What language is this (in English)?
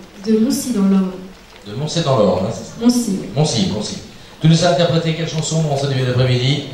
French